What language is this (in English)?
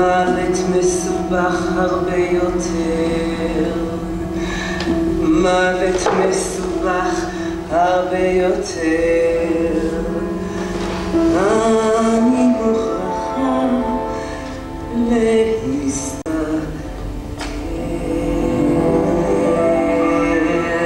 Hebrew